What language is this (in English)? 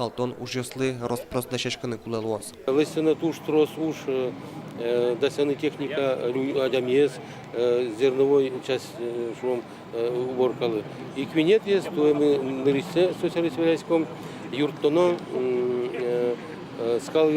Udmurt